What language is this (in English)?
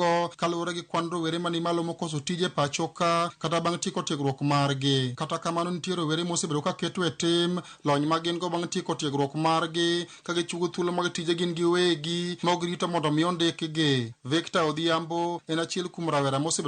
Luo (Kenya and Tanzania)